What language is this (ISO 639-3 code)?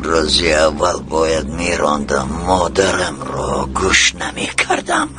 tgk